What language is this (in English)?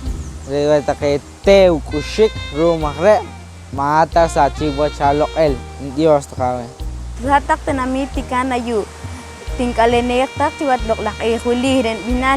Poqomchi'